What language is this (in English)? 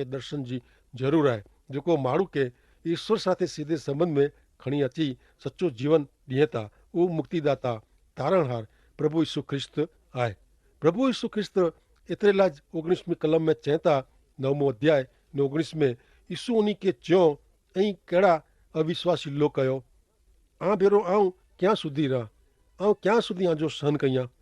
Kachhi